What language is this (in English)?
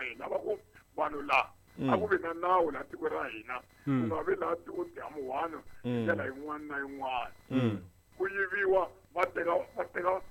Tsonga